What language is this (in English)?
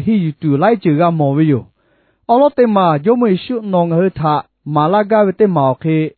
Lahu